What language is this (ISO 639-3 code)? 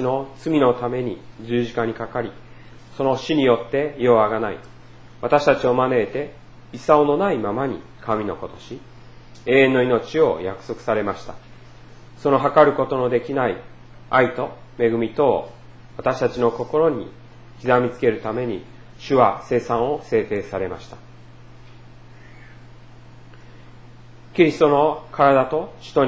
jpn